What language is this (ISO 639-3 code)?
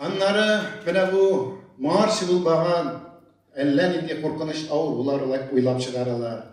tat